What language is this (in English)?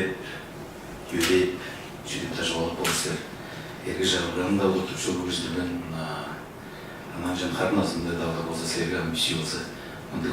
Tuvinian